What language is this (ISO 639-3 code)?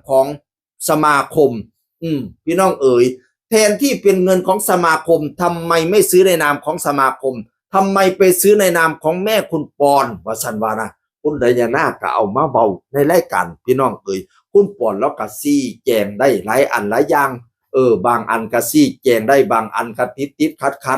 tts